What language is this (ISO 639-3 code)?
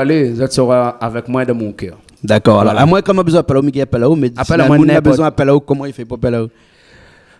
rcf